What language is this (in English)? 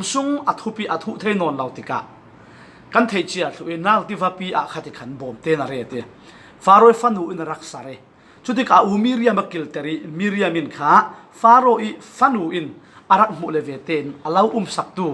Falam Chin